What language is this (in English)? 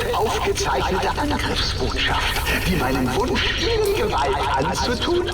Bavarian